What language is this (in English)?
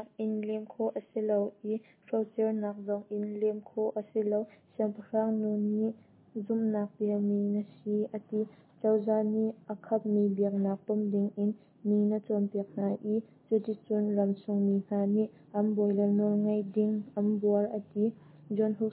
Hakha Chin